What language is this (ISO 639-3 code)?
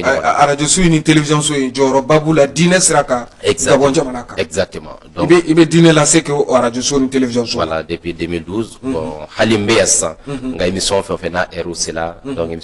bam